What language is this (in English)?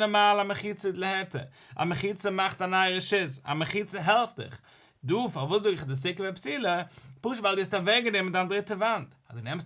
Yiddish